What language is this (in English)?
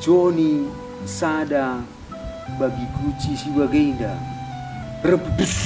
Batak Karo